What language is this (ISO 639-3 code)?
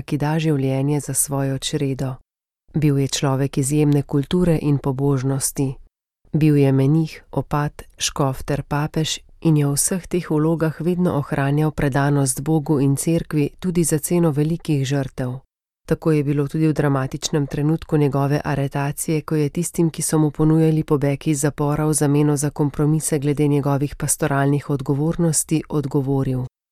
slv